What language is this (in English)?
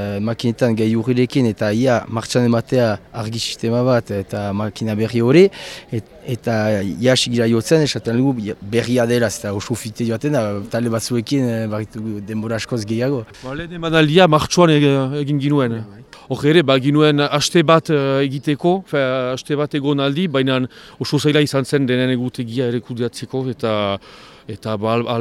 Basque